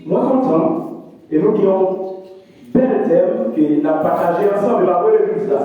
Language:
Haitian Creole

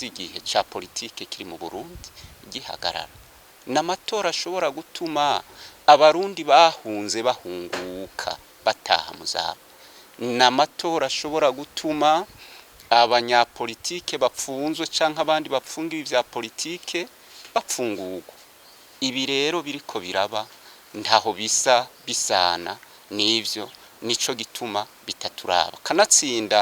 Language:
Rundi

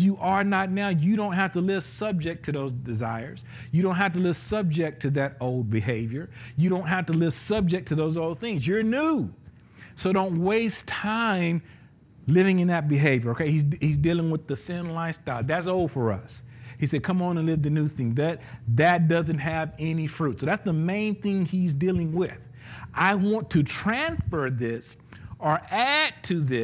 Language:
English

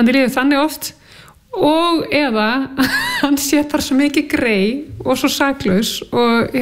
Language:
Icelandic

